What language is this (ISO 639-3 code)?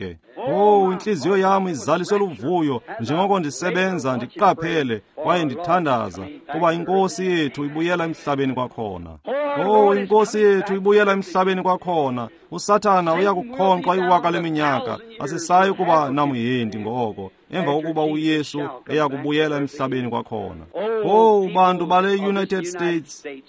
xho